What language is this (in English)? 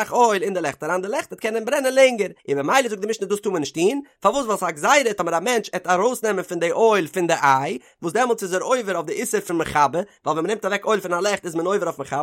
Yiddish